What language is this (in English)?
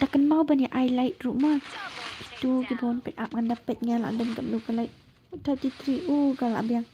Khasi